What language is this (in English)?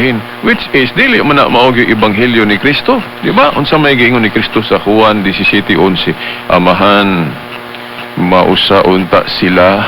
Cebuano